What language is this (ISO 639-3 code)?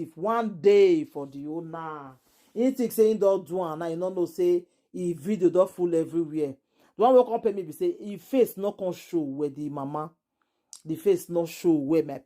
pcm